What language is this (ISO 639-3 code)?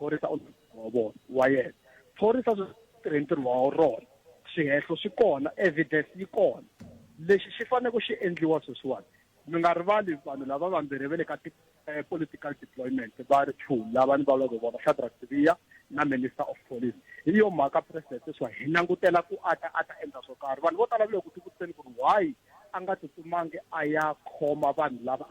tso